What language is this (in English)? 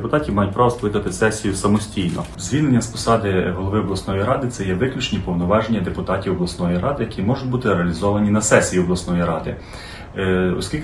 Ukrainian